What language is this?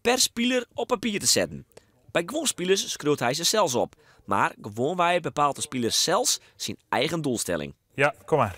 Western Frisian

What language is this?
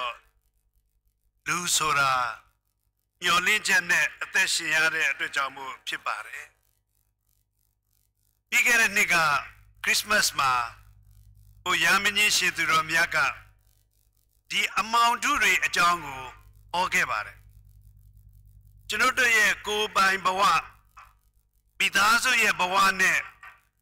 Burmese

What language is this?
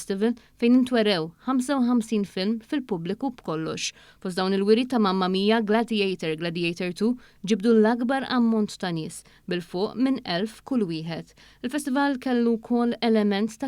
Maltese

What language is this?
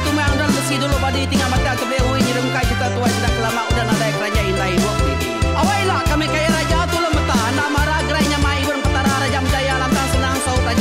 Iban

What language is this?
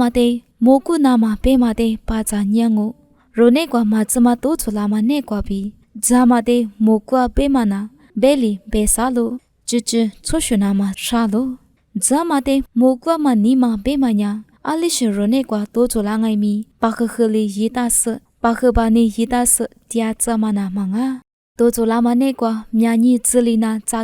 Lisu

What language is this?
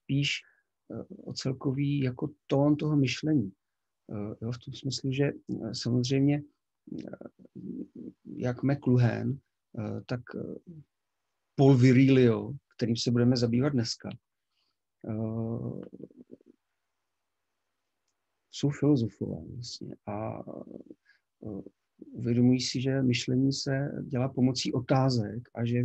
Czech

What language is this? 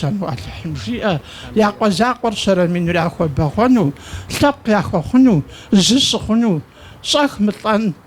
Kabardian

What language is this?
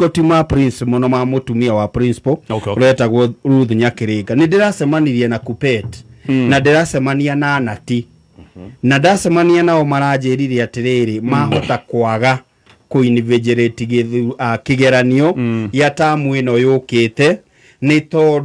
Kikuyu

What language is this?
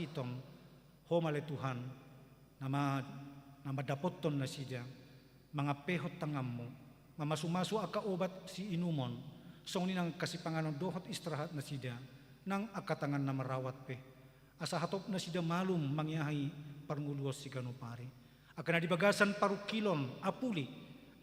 Batak Toba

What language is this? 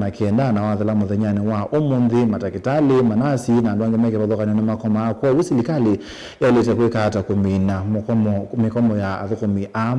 Kamba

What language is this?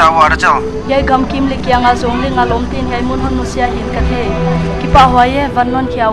Paite Chin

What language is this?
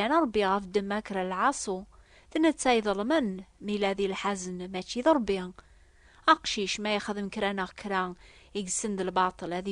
Kabyle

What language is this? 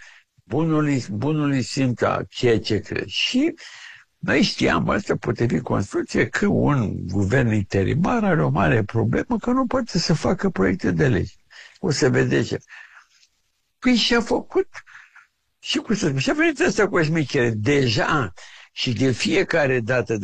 Romanian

